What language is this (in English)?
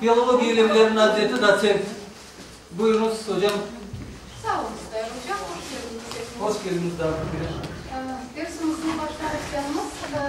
Crimean Tatar